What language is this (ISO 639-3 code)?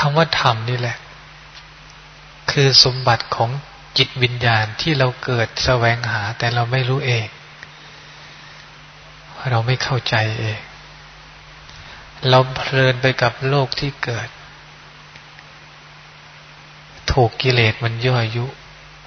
tha